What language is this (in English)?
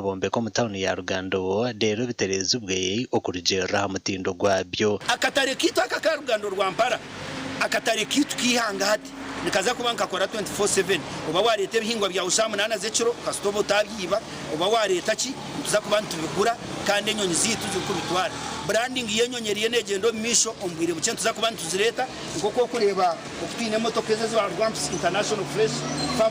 Nyankole